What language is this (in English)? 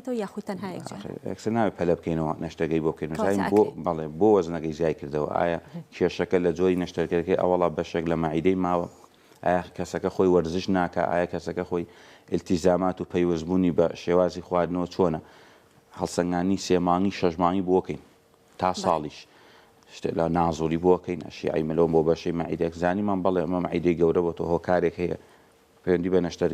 Central Kurdish